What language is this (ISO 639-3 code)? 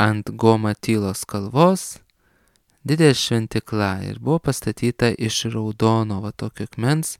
lit